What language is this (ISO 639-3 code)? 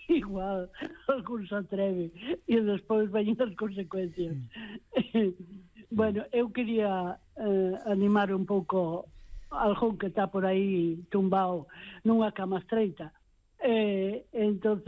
glg